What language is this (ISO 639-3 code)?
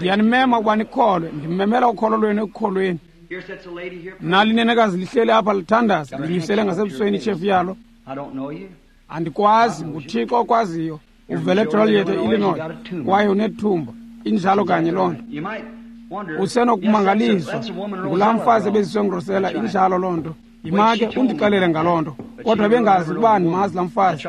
xho